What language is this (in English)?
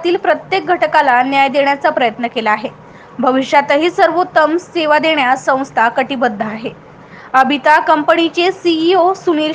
Marathi